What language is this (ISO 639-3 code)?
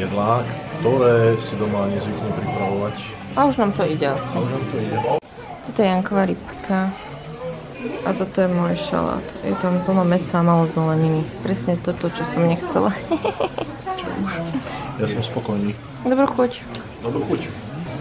slk